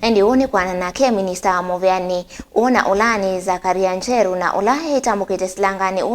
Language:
Kamba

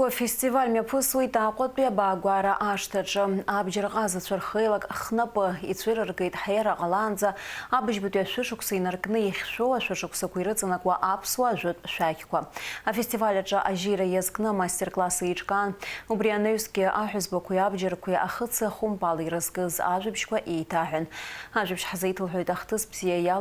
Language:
Abkhazian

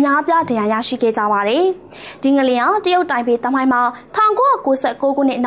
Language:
Burmese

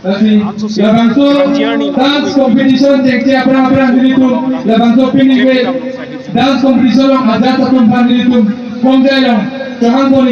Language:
Karbi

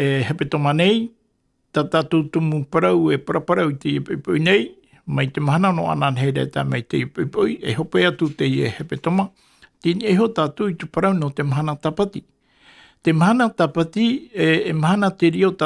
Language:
Tahitian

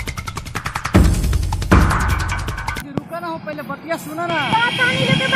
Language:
Bhojpuri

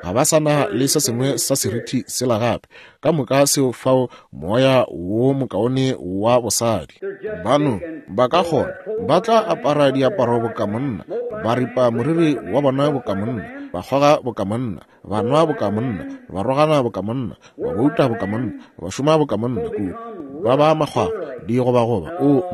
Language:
Northern Sotho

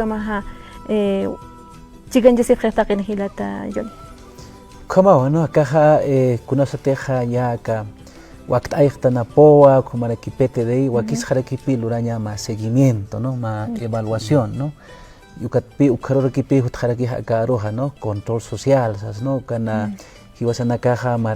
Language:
Aymara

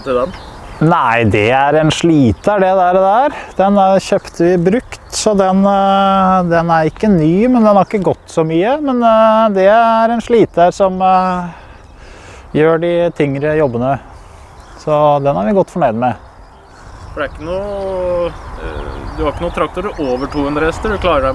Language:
Norwegian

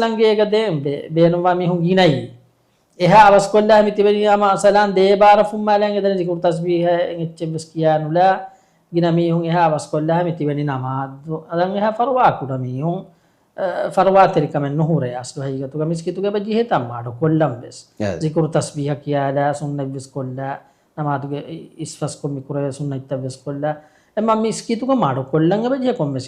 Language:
Divehi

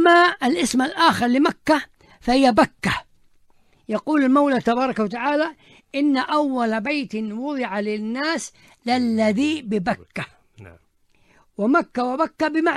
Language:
Arabic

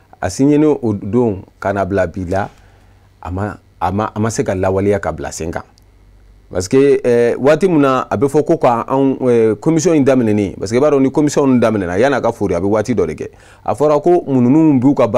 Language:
Bambara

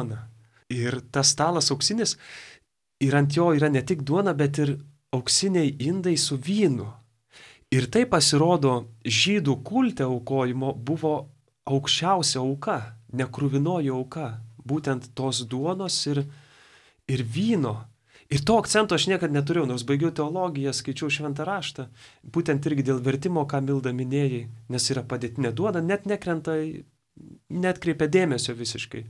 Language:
Lithuanian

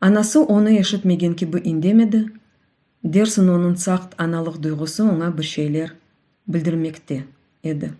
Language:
Crimean Tatar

